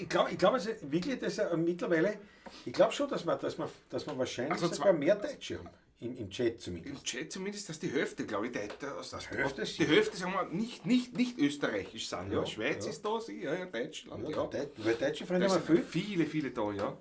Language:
Bavarian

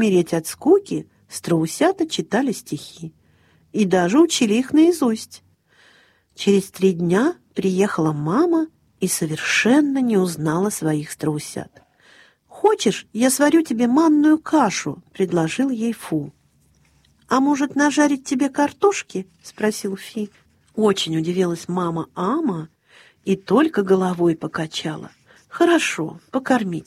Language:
Russian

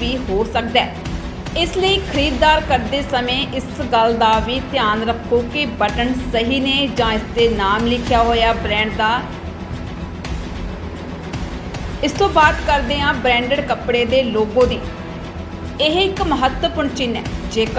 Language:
Punjabi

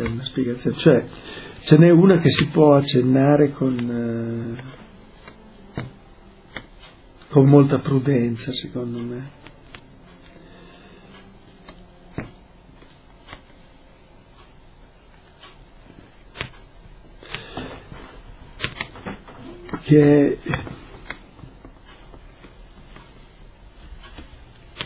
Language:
Italian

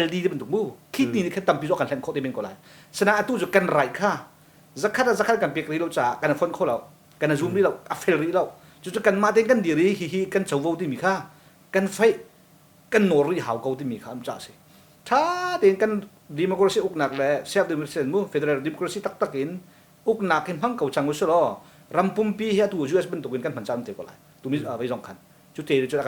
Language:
Hakha Chin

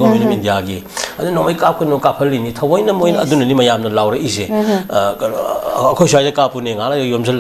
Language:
Manipuri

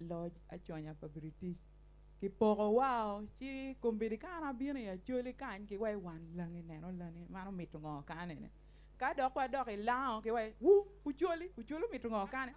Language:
Acoli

